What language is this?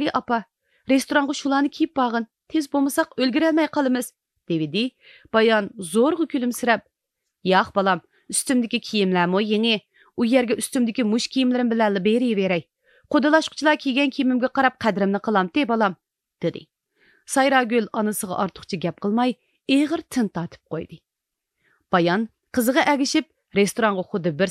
Uyghur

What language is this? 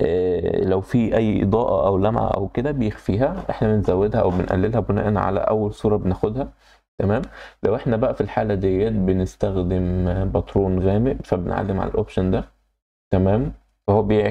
Egyptian Arabic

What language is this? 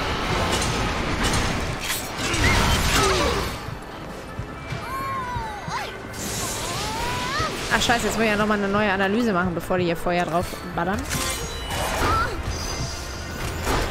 German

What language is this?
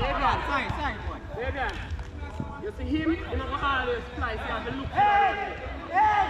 Jamaican Creole English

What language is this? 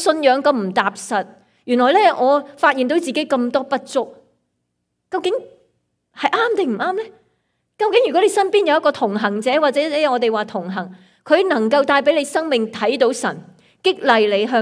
Cantonese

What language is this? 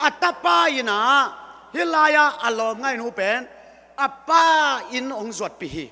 Tedim Chin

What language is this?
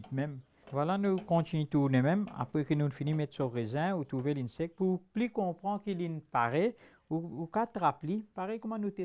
Morisyen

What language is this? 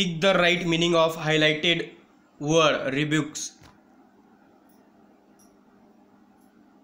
Marathi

